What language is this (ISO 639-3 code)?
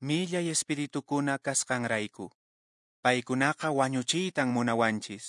que